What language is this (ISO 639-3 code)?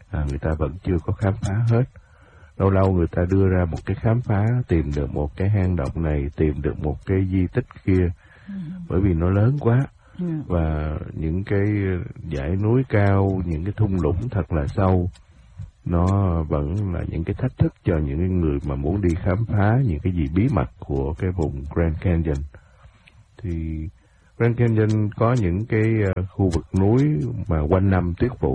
vie